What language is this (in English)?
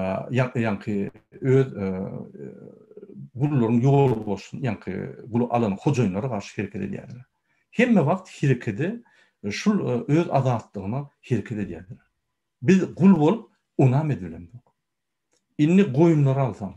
Turkmen